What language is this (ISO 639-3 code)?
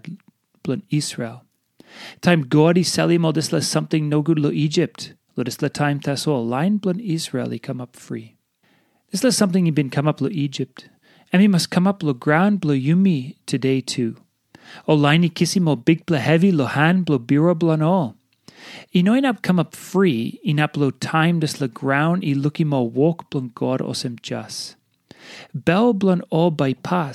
tpi